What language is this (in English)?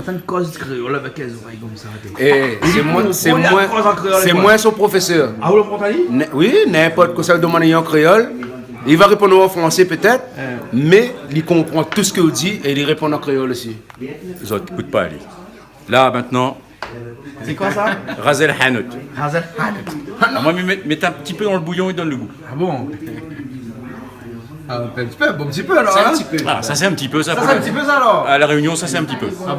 Réunion Creole French